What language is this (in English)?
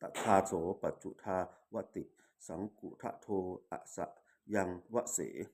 Pali